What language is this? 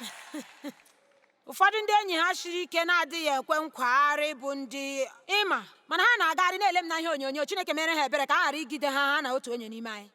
Igbo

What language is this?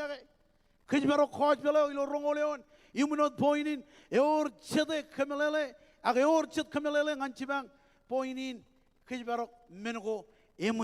Marshallese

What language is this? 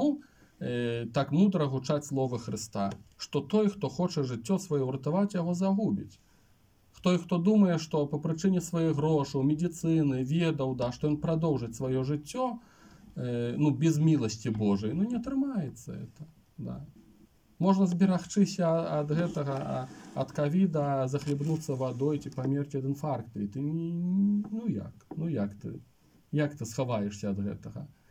Belarusian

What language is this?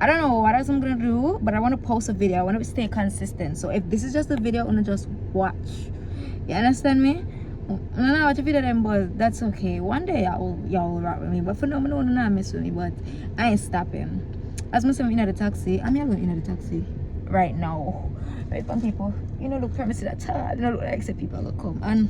Jamaican Creole English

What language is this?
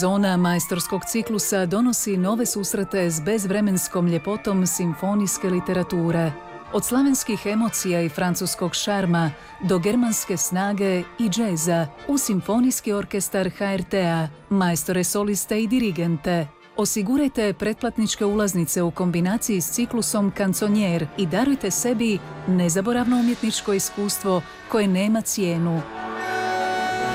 Croatian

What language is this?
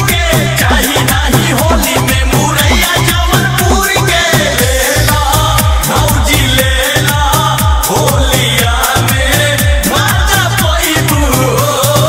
Bhojpuri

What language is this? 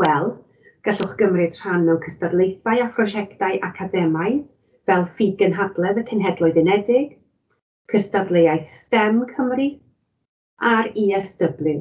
Welsh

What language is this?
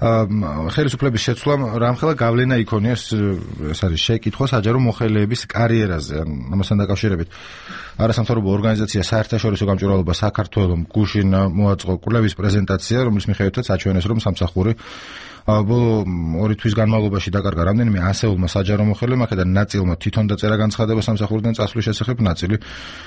Georgian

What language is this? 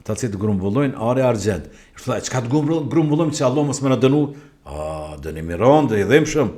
Albanian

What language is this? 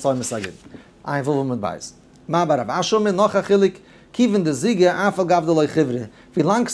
Yiddish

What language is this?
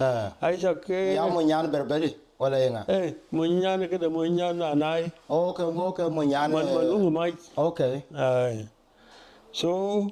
Dinka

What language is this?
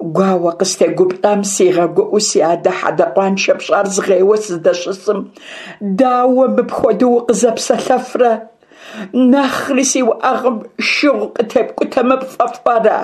Kabardian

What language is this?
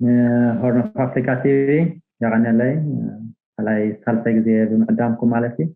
Tigrinya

